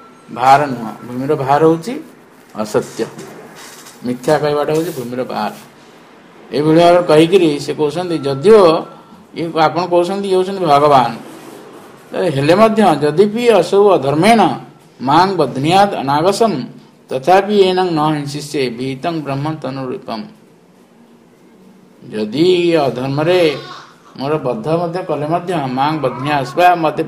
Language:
Odia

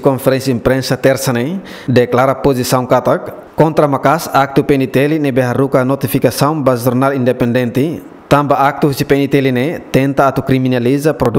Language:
Tetum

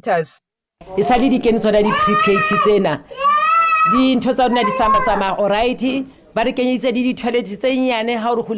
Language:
Tswana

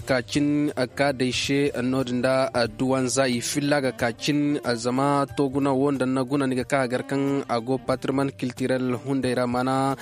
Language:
Koyraboro Senni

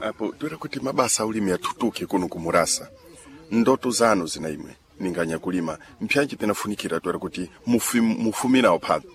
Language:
Sena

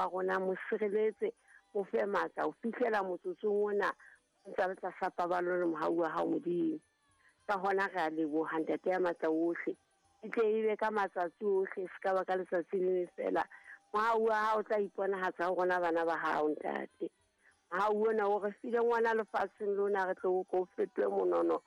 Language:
Southern Sotho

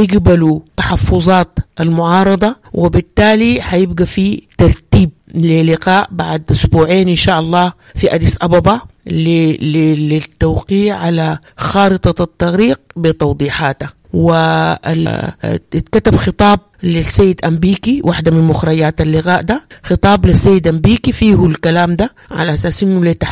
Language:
Sudanese Arabic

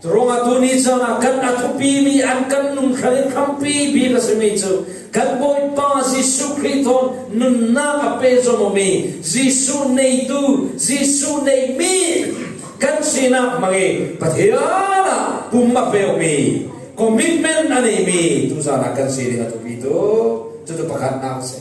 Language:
Falam Chin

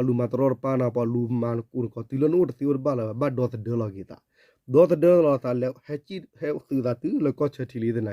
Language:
S'gaw Karen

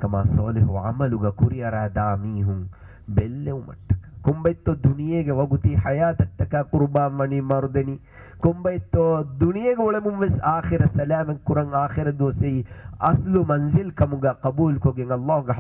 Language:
Divehi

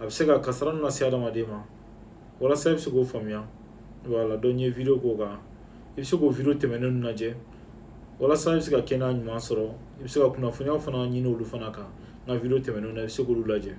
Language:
Bambara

